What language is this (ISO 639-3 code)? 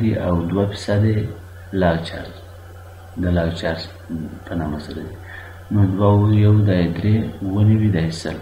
pus